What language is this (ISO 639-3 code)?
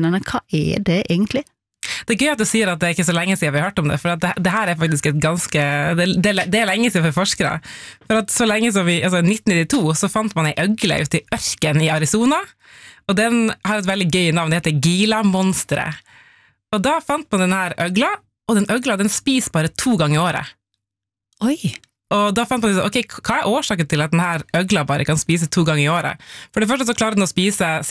nor